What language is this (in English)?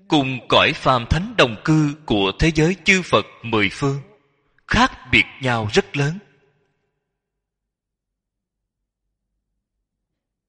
Vietnamese